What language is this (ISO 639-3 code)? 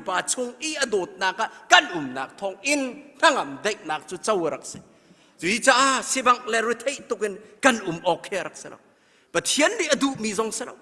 cnh